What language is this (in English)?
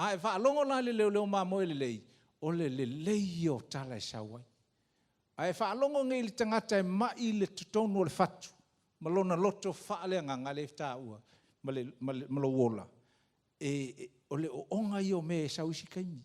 Samoan